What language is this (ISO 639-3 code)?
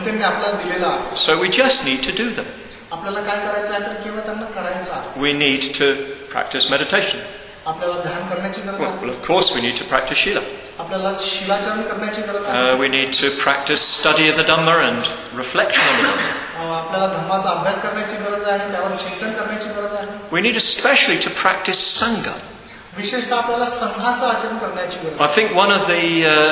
mar